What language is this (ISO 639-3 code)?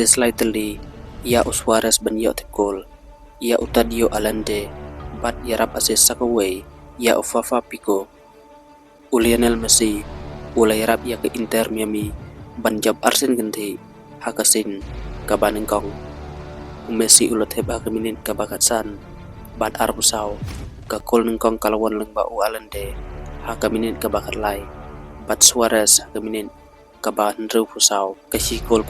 kha